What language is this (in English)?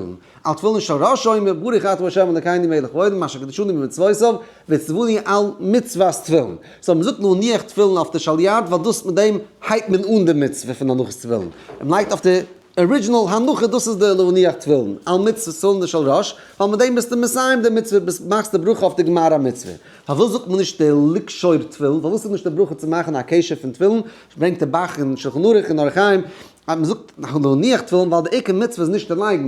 Yiddish